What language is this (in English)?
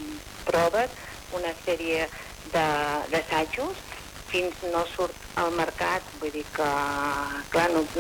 Catalan